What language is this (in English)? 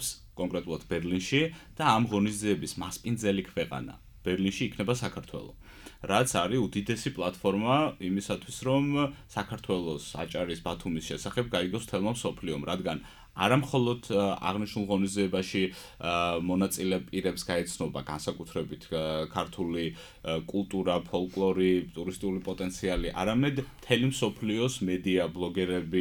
Georgian